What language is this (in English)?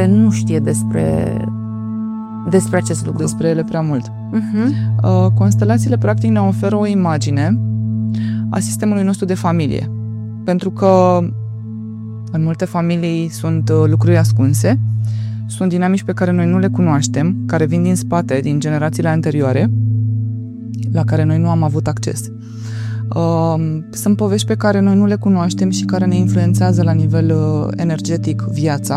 Romanian